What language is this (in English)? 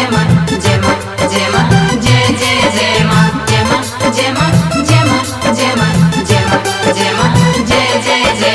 Bhojpuri